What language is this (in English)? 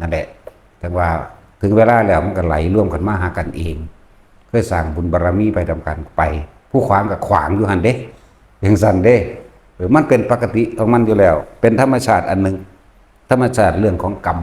Northeastern Thai